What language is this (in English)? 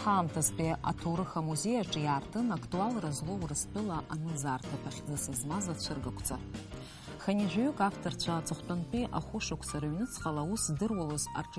Abkhazian